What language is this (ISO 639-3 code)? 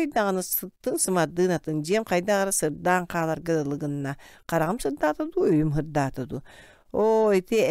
sah